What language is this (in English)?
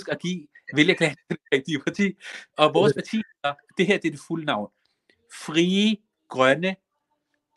Danish